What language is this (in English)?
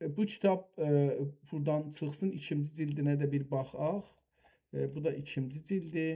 South Azerbaijani